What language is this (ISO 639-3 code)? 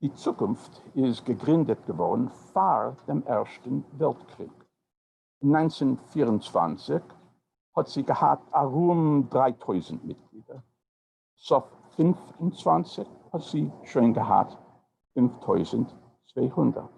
yid